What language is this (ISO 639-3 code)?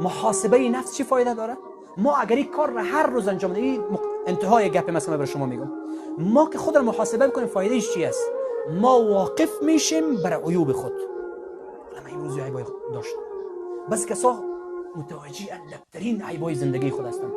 fas